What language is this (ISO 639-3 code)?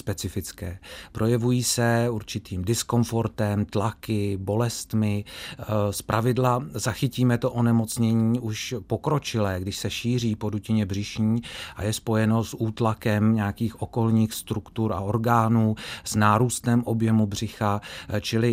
ces